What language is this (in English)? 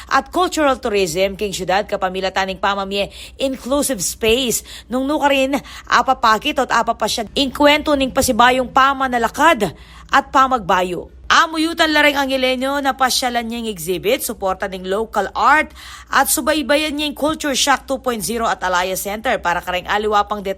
Pampanga